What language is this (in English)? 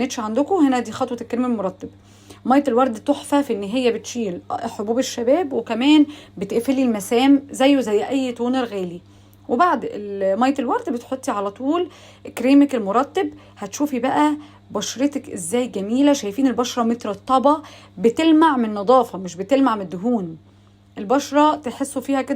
Egyptian Arabic